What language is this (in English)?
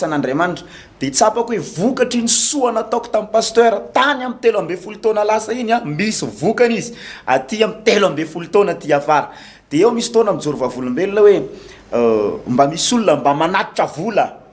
Malagasy